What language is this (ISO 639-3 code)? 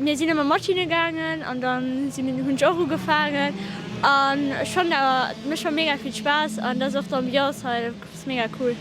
ltz